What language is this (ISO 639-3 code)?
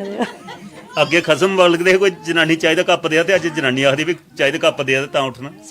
doi